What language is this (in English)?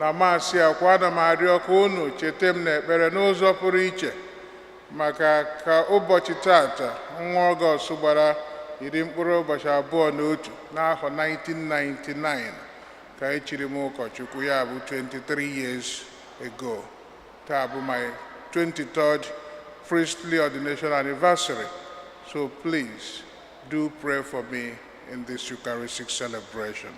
Igbo